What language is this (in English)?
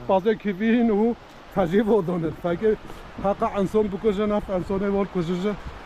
Kurdish